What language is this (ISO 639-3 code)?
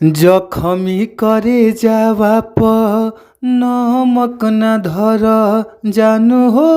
bho